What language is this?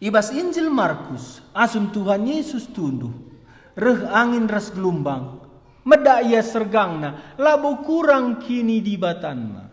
Batak Karo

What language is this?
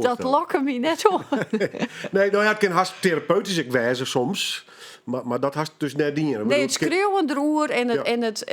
Western Frisian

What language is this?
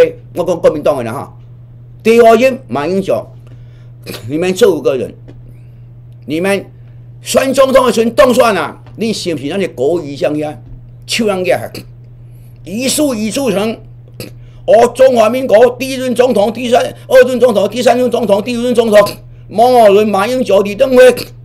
Min Nan Chinese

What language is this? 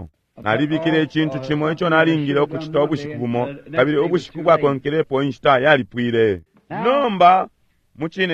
Bemba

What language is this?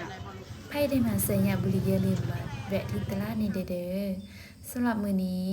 Lao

